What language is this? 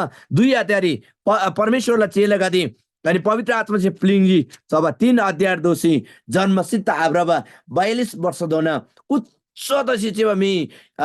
Eastern Tamang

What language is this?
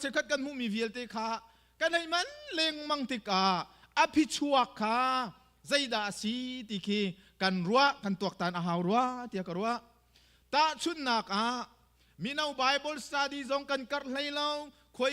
Hakha Chin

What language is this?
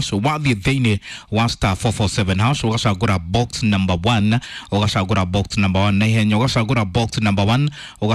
Kikuyu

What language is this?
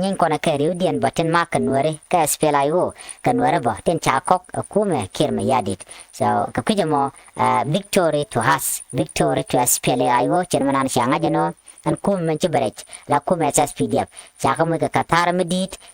Nuer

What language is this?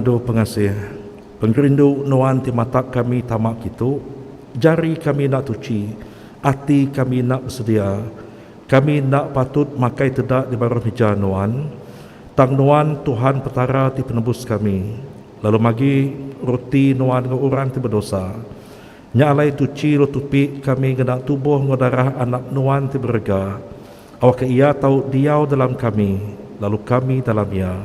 Iban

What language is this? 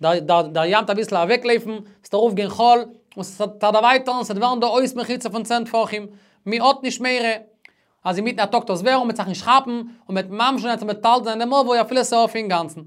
Yiddish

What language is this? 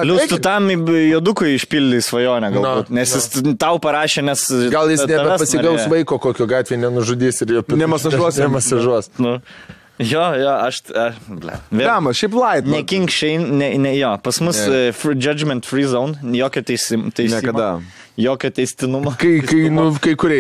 Lithuanian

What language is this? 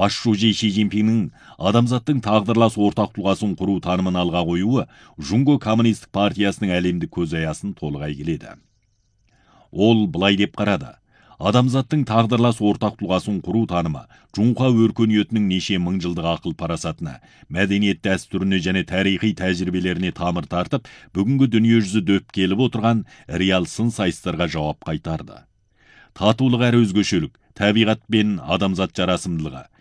Kazakh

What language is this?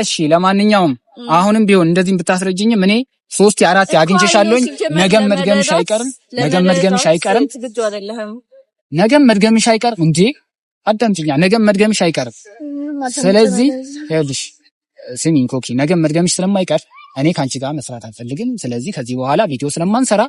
Amharic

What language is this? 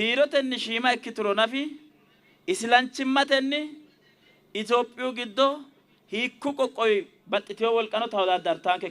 Sidamo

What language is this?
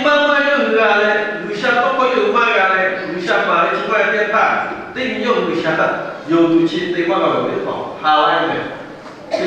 Lahu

